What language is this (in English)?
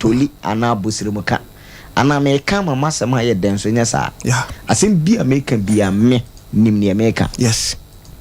Akan